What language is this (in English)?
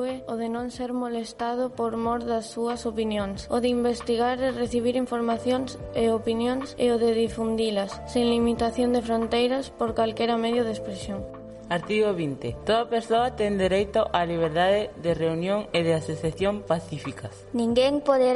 Galician